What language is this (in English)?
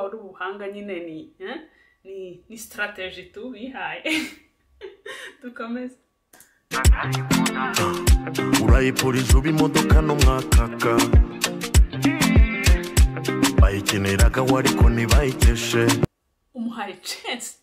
Kinyarwanda